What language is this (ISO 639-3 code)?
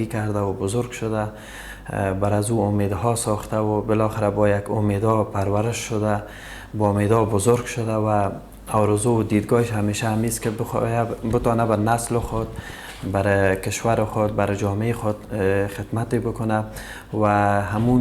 tgk